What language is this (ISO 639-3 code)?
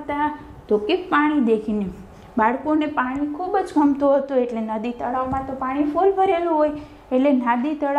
guj